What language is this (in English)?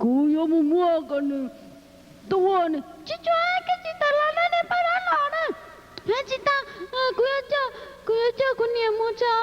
Hmong